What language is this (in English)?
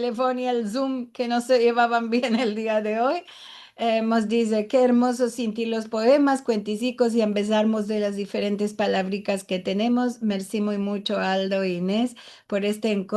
Ladino